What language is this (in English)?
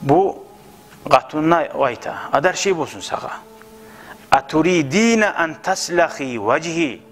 Kumyk